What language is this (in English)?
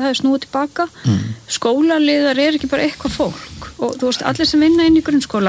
Icelandic